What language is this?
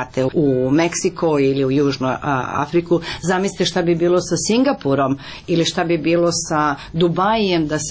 Serbian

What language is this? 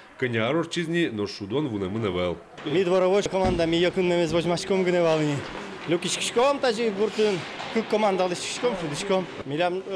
Udmurt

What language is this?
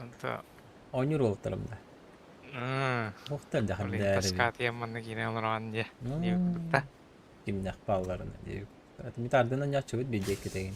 Yakut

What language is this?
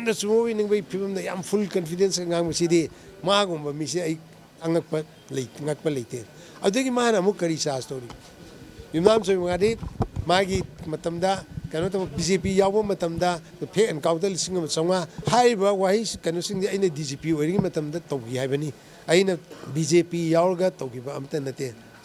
Manipuri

